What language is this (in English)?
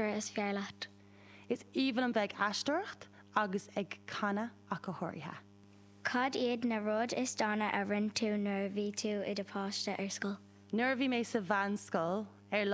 Irish